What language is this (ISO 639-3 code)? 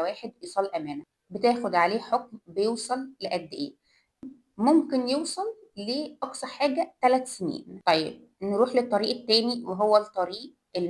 arz